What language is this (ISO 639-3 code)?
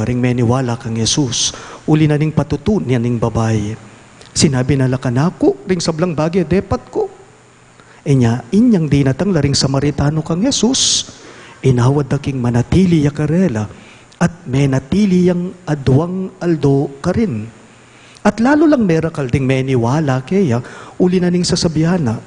pam